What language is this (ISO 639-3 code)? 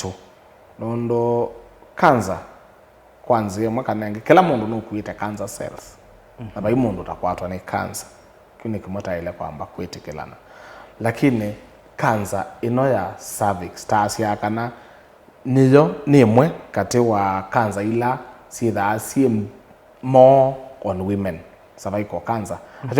kam